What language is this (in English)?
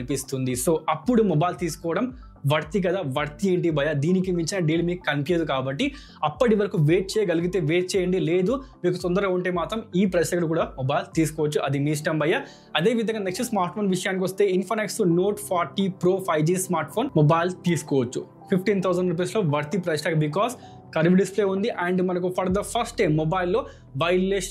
Telugu